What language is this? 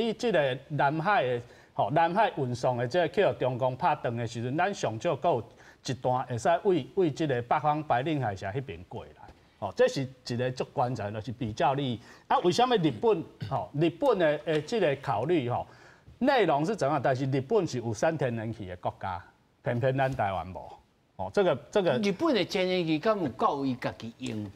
Min Nan Chinese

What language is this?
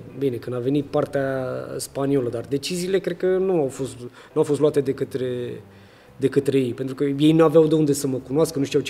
Romanian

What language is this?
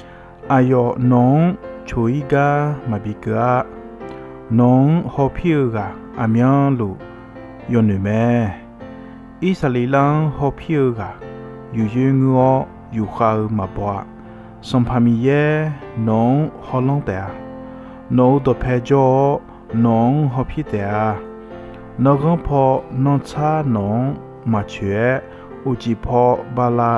Akha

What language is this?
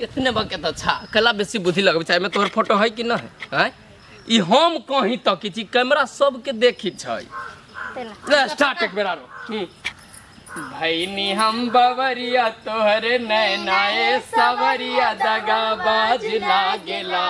Maithili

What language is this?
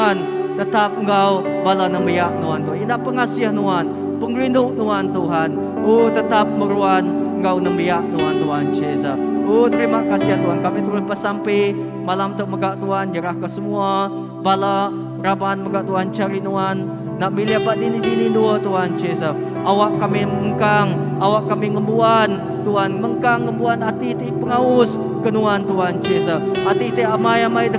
Iban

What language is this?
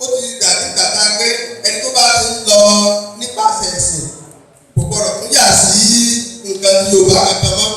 Yoruba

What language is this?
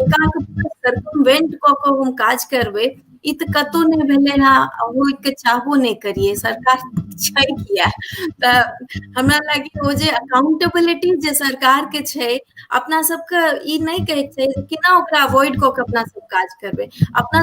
Maithili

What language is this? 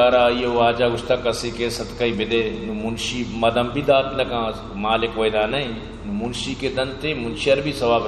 Eastern Balochi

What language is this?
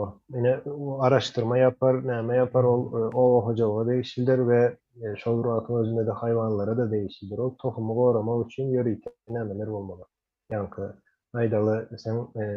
Turkmen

